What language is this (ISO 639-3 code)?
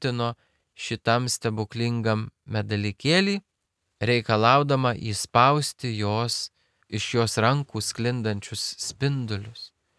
lit